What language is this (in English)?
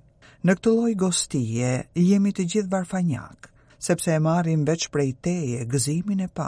Albanian